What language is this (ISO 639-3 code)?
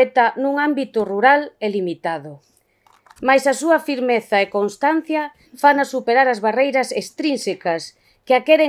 glg